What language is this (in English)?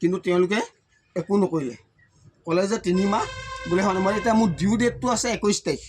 Assamese